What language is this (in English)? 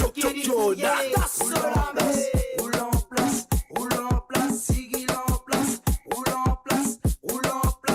Morisyen